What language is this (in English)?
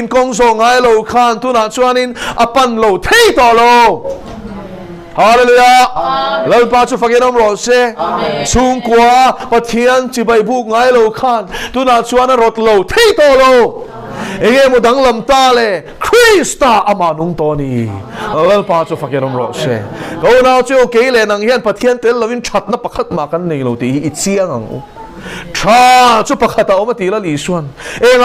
Mizo